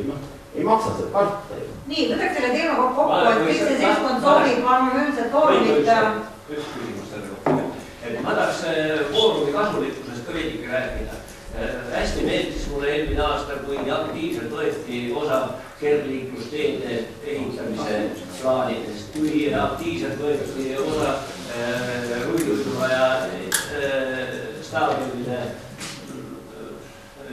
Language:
Estonian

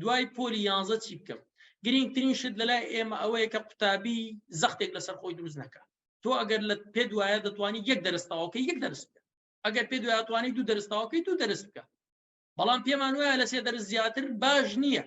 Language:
Central Kurdish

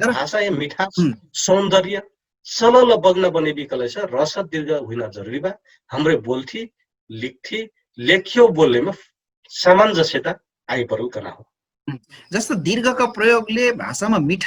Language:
Dangaura Tharu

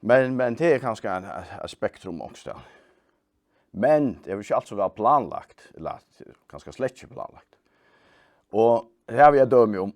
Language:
Faroese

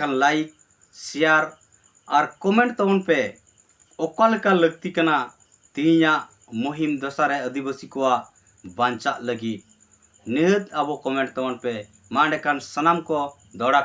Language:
Santali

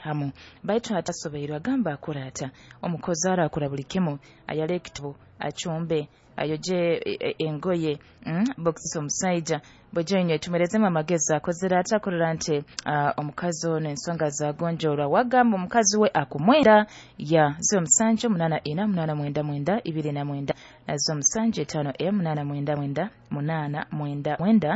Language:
Nyoro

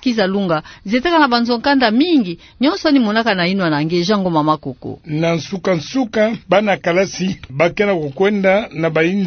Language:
Kituba (Democratic Republic of Congo)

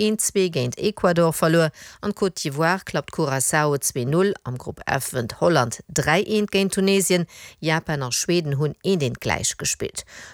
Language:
Luxembourgish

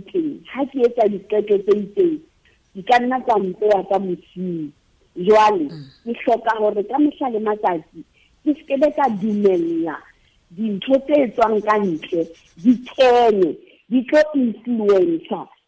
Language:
Southern Sotho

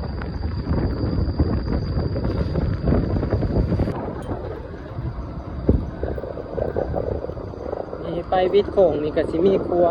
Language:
Lao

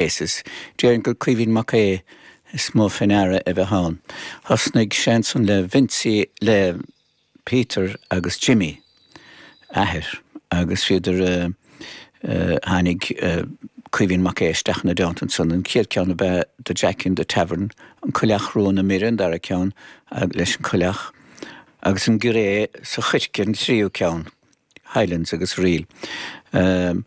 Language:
Irish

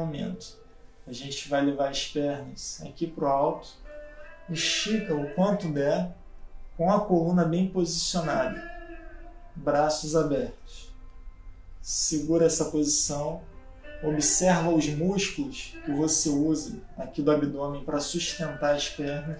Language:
Portuguese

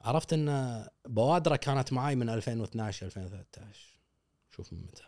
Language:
Gulf Arabic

